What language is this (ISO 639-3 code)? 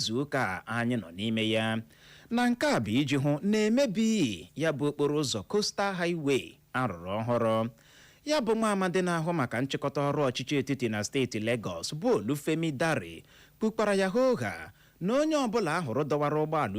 ibo